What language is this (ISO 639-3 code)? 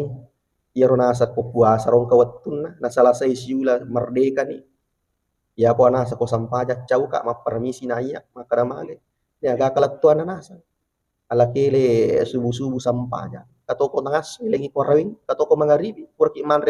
bug